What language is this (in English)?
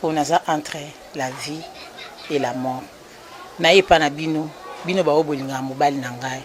Lingala